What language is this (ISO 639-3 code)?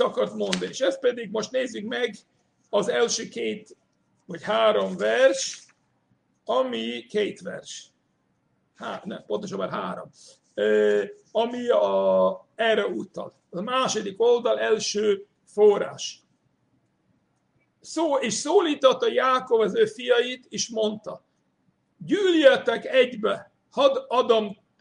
hun